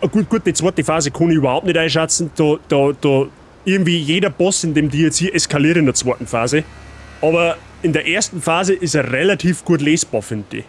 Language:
Bavarian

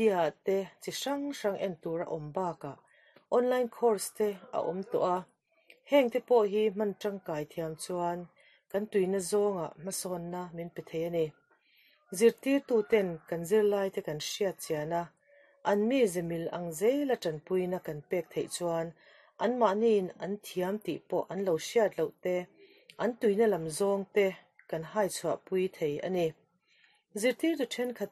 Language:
Mizo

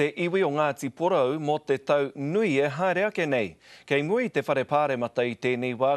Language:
Māori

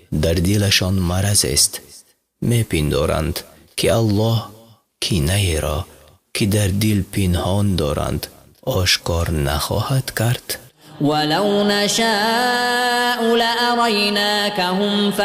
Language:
Persian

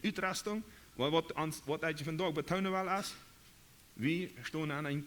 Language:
Plautdietsch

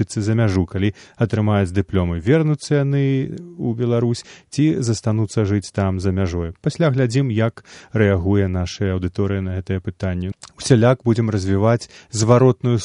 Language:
Belarusian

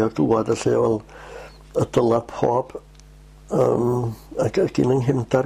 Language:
Welsh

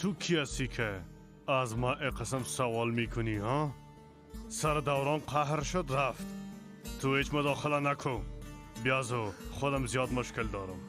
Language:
Persian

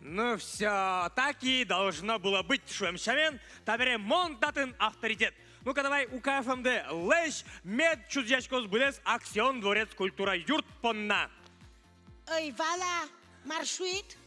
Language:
Udmurt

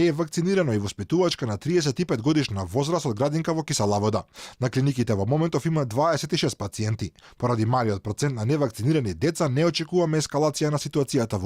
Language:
Macedonian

